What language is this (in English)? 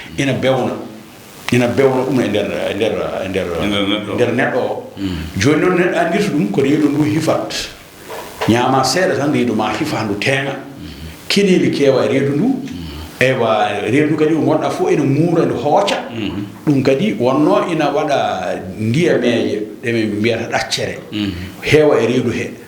Fula